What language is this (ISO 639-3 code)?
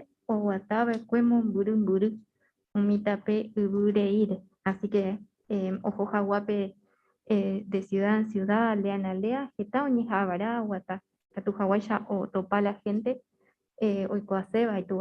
grn